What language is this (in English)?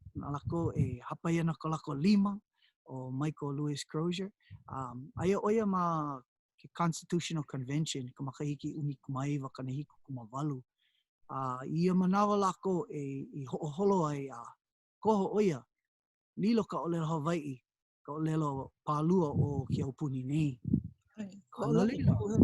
Hawaiian